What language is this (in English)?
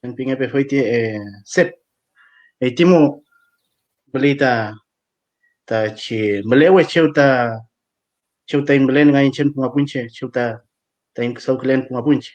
Mapuche